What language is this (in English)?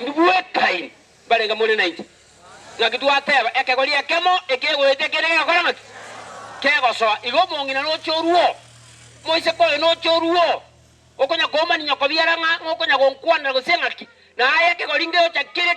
Gusii